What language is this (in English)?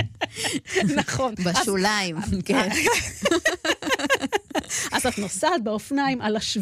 Hebrew